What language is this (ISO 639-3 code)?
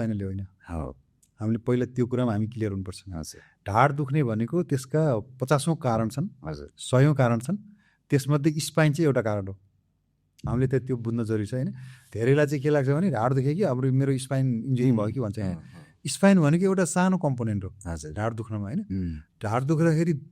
nep